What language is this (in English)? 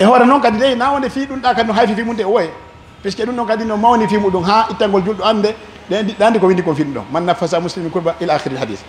Pular